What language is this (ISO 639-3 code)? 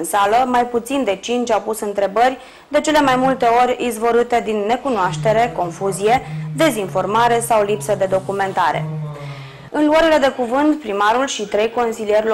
ron